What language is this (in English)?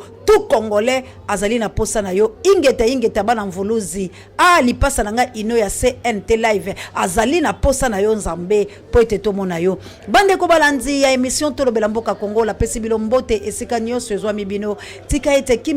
Lingala